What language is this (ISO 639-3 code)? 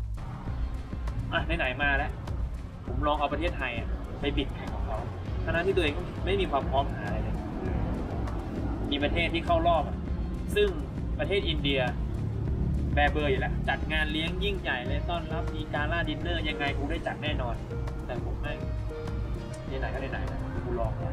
tha